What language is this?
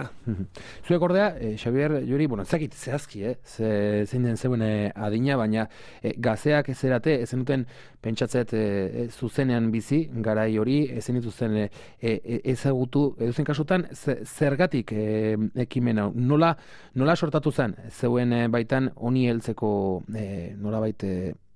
Basque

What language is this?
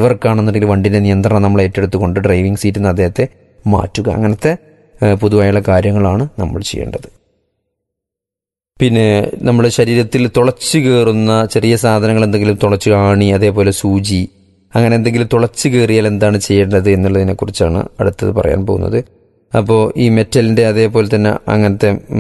Malayalam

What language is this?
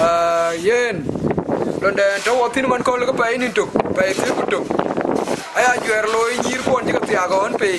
Dinka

